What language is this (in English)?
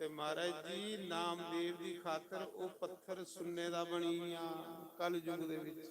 Dogri